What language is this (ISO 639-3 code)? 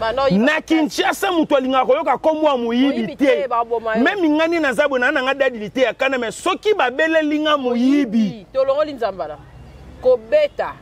lin